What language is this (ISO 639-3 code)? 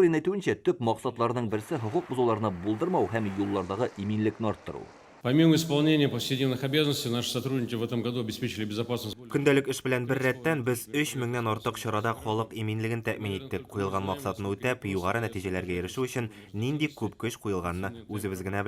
tat